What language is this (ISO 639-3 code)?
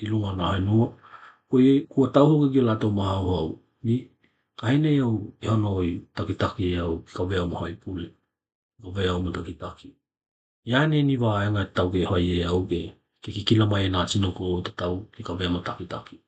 tkl